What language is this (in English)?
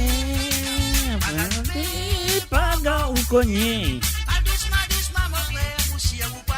Morisyen